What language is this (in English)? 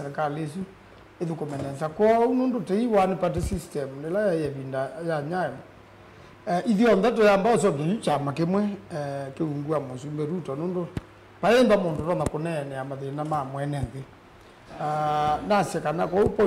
Kamba